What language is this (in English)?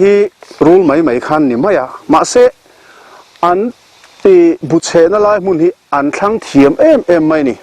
Mizo